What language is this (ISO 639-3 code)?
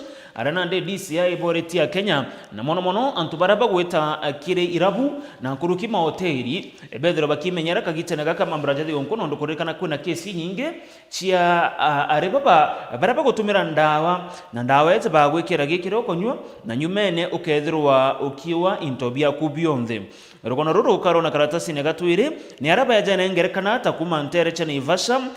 mer